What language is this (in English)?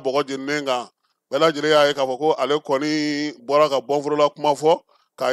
Bambara